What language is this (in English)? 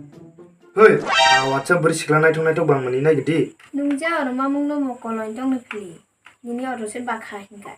Kok Borok